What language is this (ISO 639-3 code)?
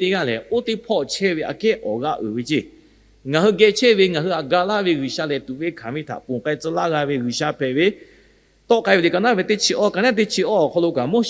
lhu